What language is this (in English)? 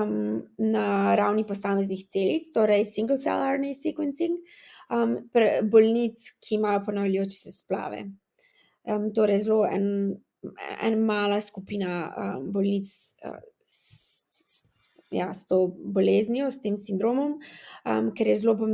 Slovenian